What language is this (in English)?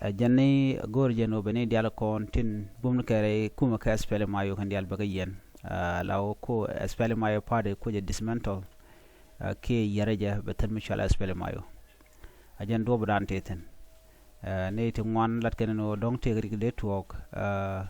Nuer